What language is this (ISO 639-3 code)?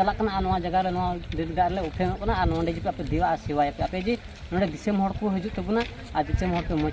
sat